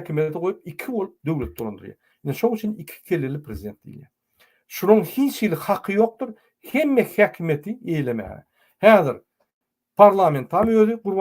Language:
Turkmen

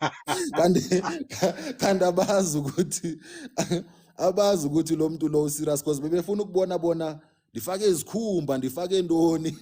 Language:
Zulu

